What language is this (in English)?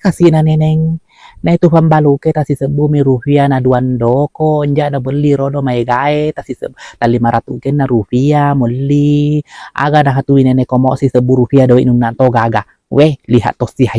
Buginese